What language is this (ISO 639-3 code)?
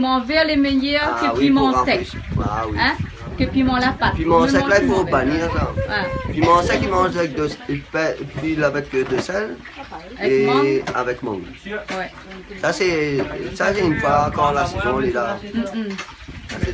rcf